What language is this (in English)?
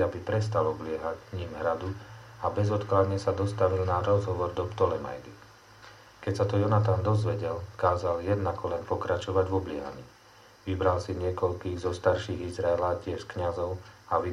Slovak